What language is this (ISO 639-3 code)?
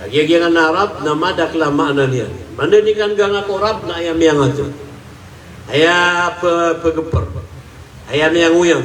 mrw